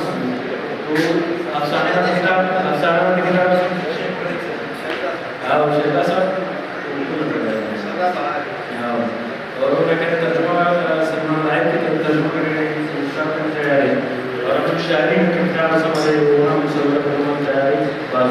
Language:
Brahui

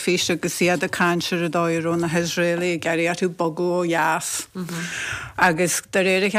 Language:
Irish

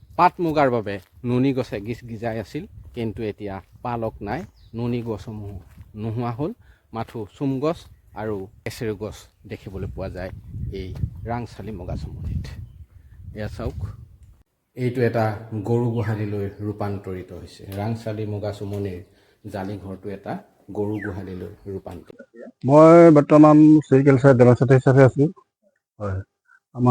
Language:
Assamese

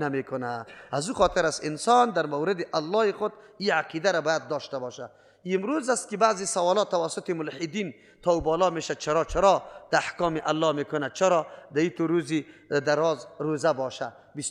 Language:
Persian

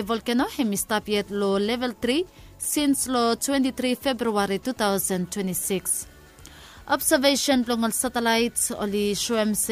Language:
Bislama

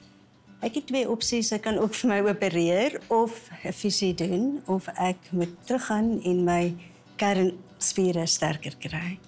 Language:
Afrikaans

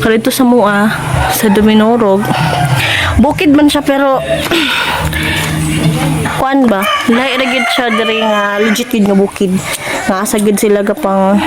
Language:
Cebuano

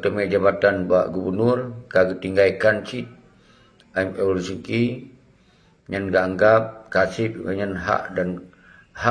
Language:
Achinese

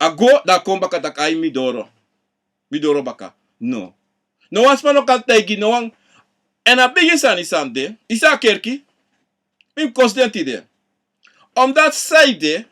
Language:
Sranan Tongo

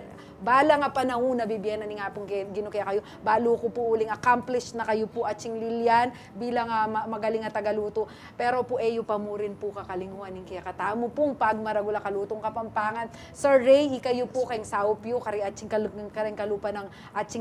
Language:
Pampanga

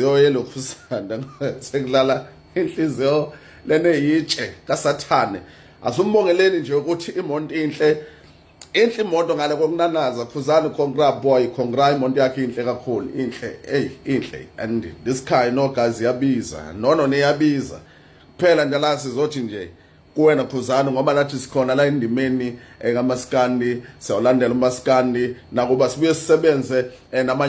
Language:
Zulu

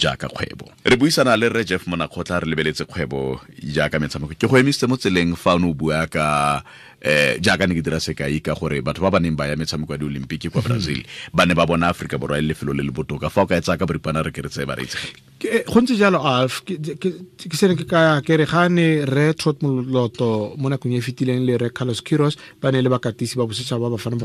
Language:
Tswana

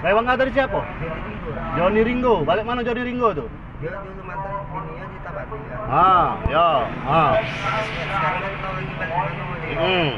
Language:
Musi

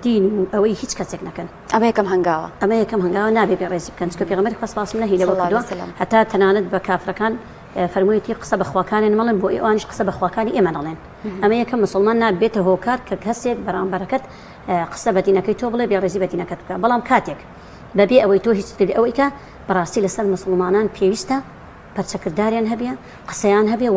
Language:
Central Kurdish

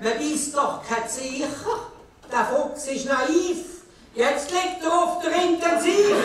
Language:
Swiss German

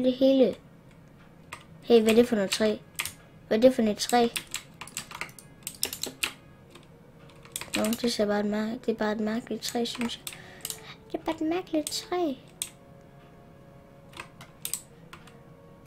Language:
Danish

